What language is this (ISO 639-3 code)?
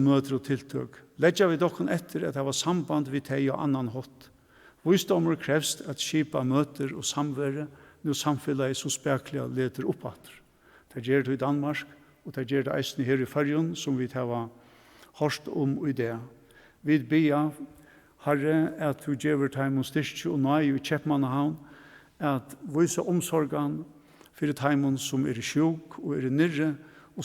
fao